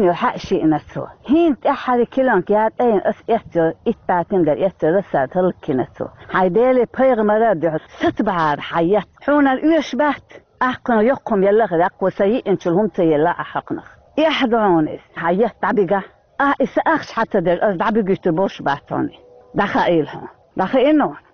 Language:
Chechen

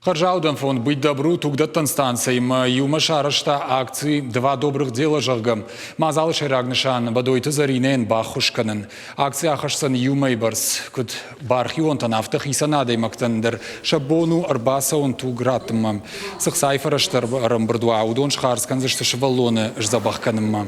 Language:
Ossetic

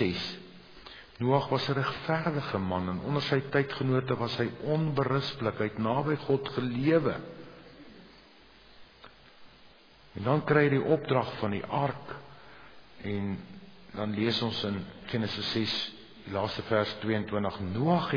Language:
Afrikaans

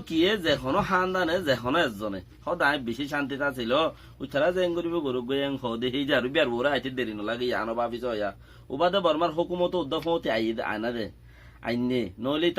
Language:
Rohingya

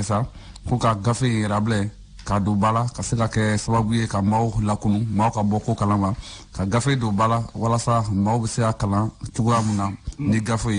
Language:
Bambara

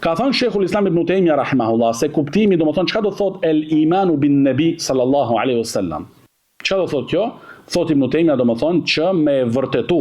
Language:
Albanian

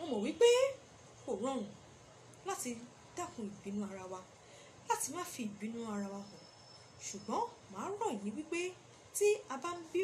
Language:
Yoruba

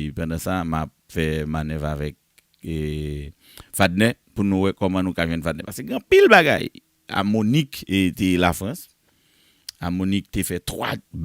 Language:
Haitian Creole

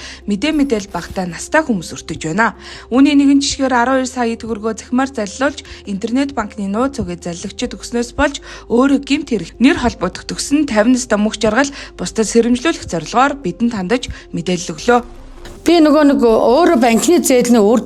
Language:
Mongolian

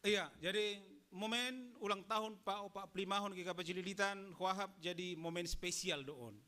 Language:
Batak Simalungun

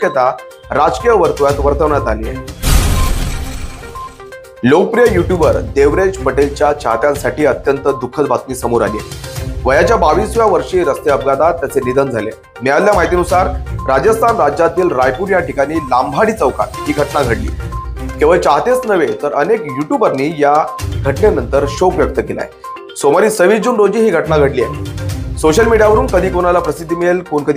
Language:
Marathi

